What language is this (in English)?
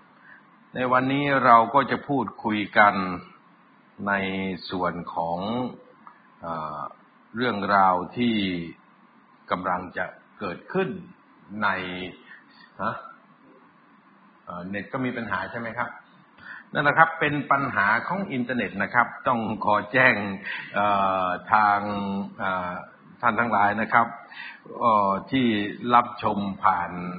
Thai